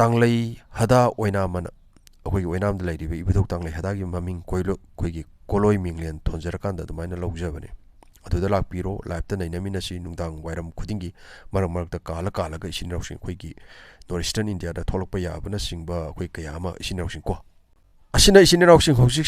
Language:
Manipuri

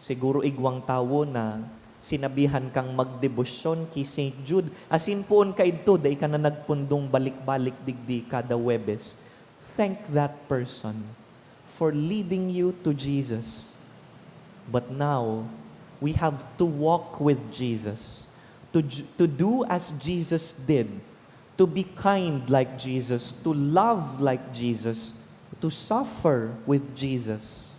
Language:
Bikol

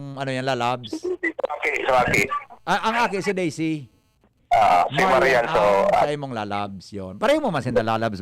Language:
Bikol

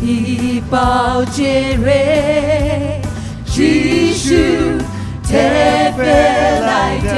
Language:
Poumei Naga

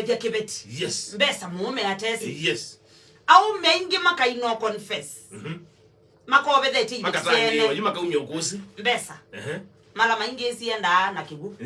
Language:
Kamba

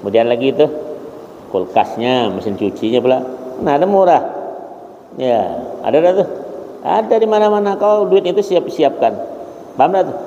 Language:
Banjar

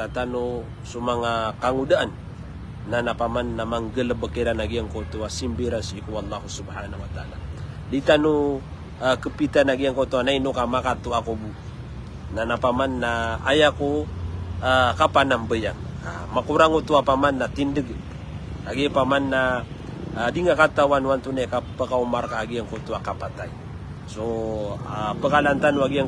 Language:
Maranao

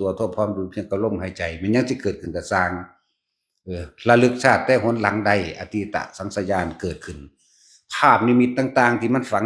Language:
Northeastern Thai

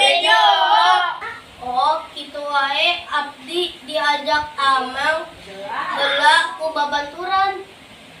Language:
Sundanese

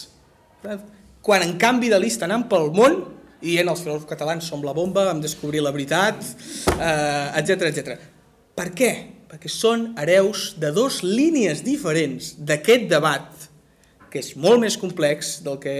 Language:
Catalan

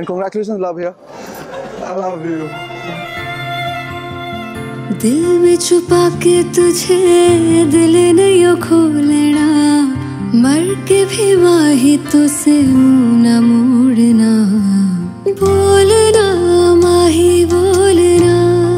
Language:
Hindi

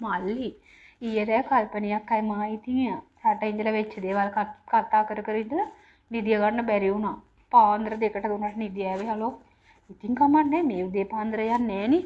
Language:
Sinhala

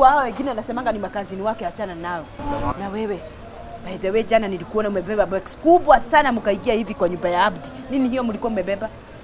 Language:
Swahili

